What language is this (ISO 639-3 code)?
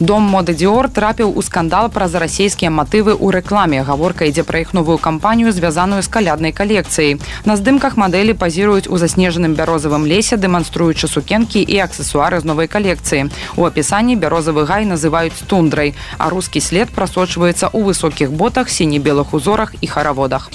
bel